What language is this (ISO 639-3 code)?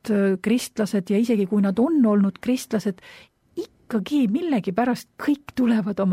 est